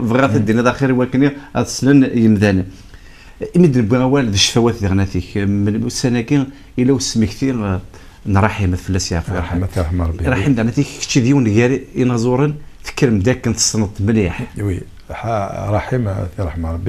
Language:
Kabyle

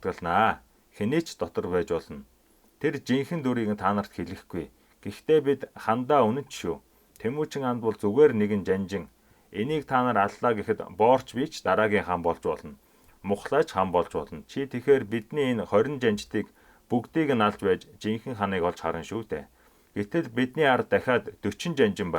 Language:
Mongolian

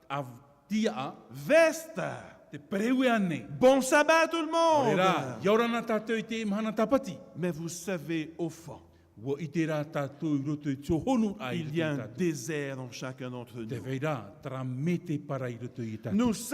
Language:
Tahitian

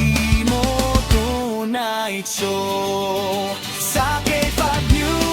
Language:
Hiligaynon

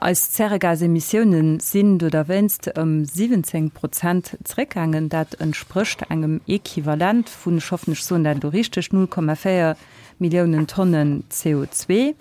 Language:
Luxembourgish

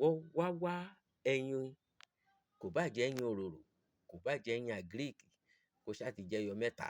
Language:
Yoruba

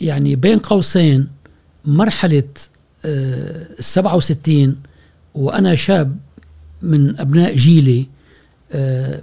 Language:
Gulf Arabic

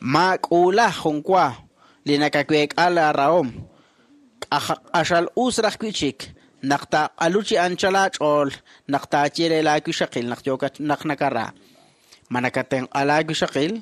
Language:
Kekchí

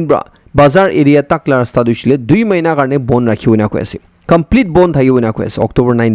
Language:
Naga Pidgin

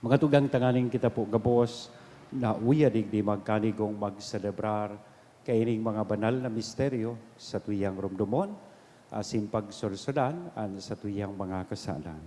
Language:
Bikol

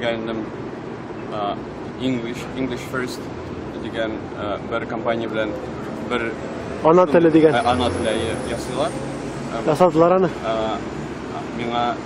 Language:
Tatar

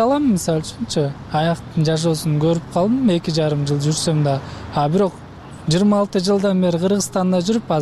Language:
Kyrgyz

